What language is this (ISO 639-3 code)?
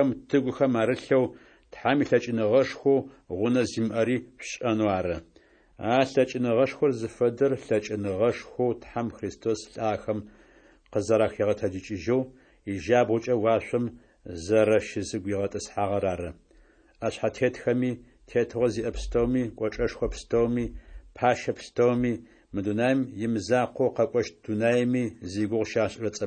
ady